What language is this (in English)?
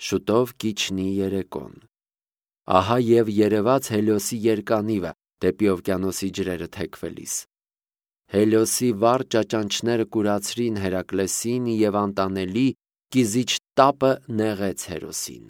Armenian